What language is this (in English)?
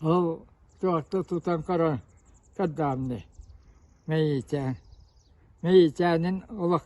Yakut